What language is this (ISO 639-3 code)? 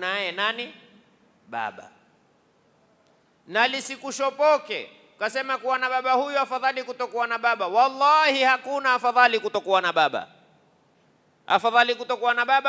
swa